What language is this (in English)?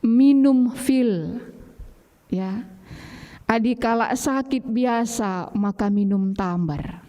Batak Karo